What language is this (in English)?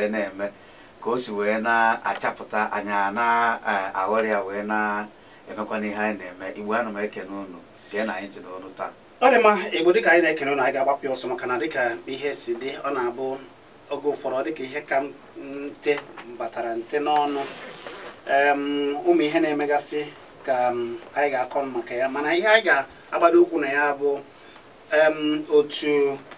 Igbo